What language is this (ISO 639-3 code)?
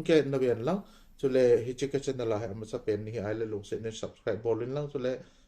tcz